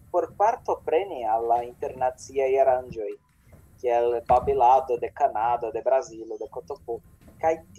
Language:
Esperanto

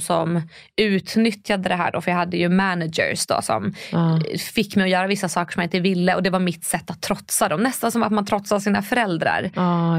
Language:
Swedish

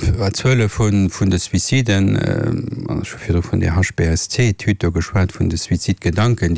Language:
Luxembourgish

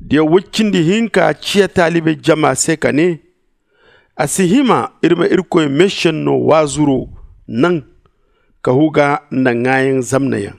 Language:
Zarma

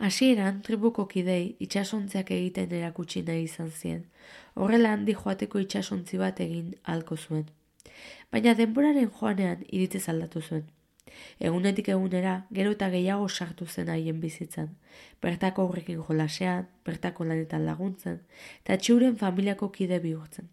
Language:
Basque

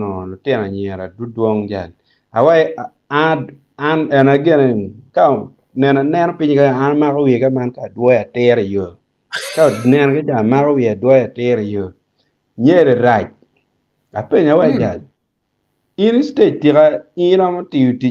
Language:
Acoli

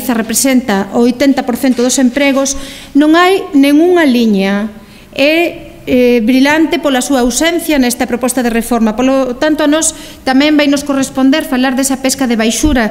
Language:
Galician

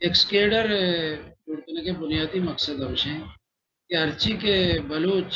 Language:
Baluchi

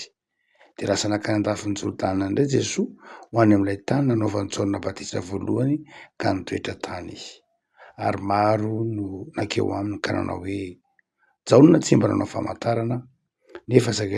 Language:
Malagasy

